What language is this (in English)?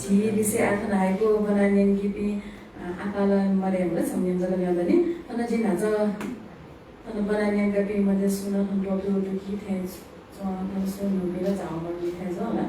Newari